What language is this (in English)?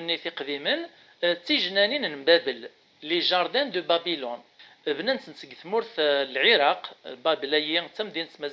Kabyle